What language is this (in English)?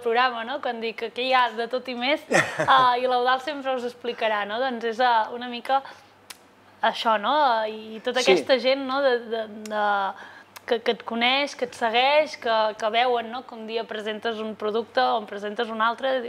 Catalan